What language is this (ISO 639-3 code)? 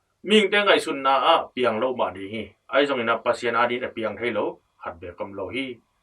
ctd